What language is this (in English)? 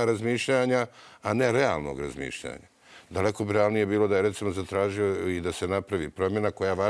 Croatian